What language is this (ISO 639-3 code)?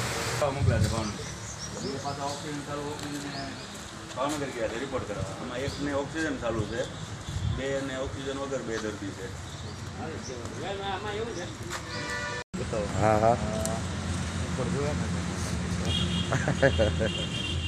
guj